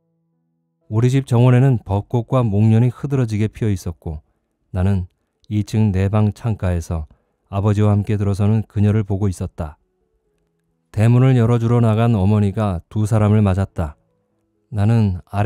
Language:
Korean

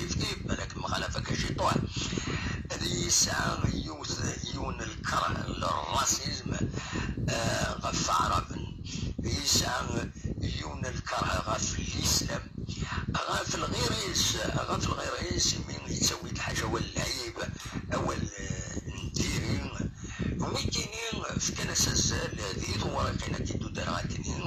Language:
Kabyle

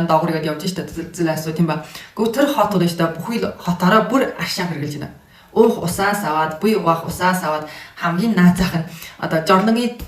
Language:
Mongolian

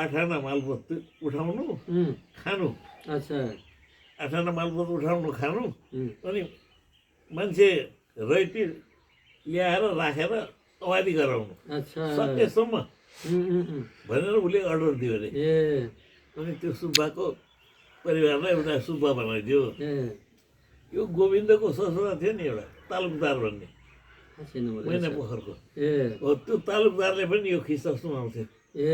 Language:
Nepali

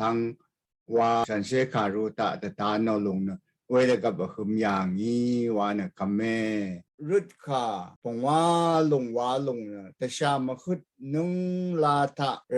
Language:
Rawang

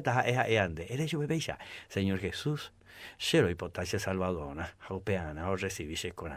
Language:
Guarani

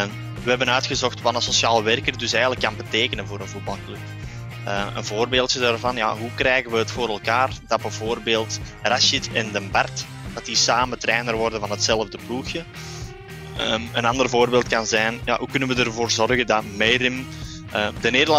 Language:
Dutch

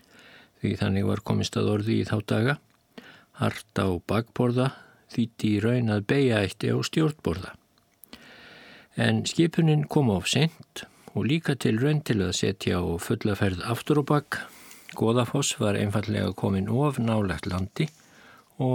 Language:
Icelandic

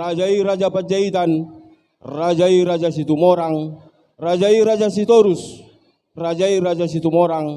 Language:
Batak Toba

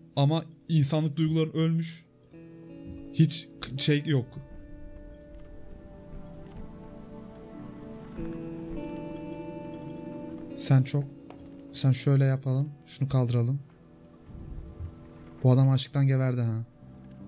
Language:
Turkish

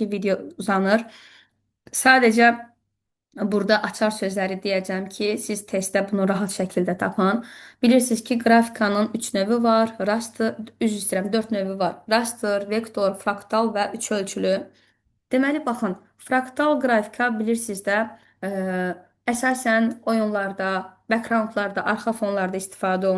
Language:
Azerbaijani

